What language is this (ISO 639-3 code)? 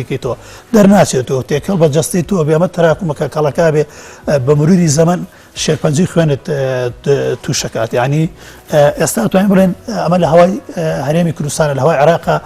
ckb